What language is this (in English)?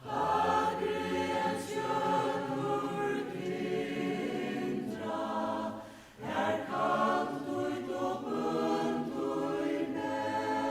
Faroese